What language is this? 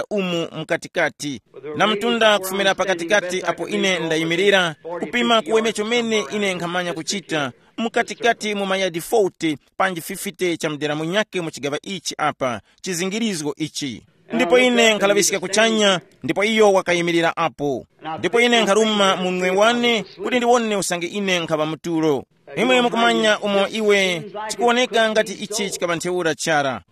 Tumbuka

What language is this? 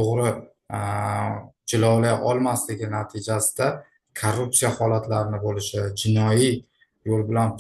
Uzbek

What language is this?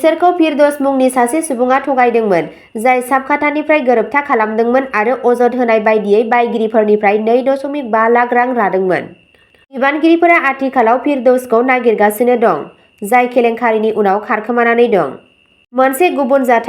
Bodo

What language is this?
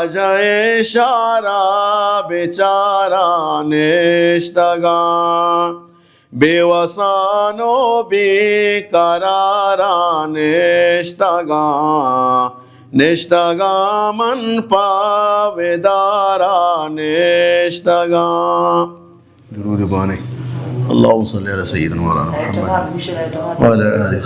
Baluchi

